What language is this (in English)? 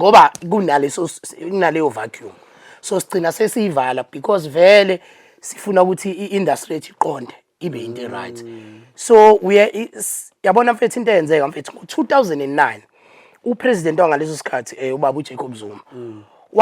Zulu